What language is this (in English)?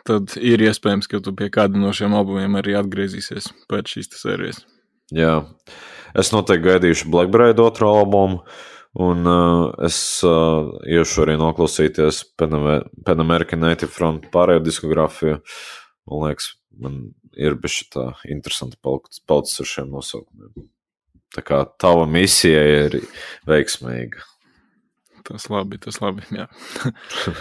Latvian